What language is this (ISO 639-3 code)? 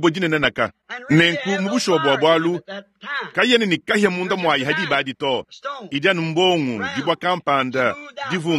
lua